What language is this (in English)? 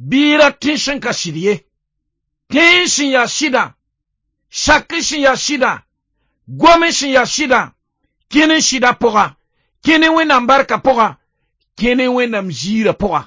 Mossi